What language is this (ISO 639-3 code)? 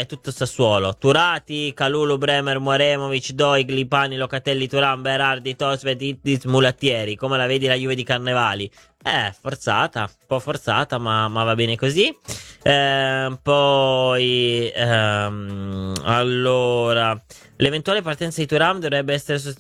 ita